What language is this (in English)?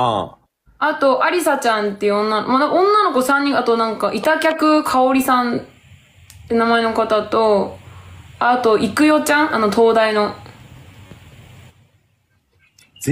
Japanese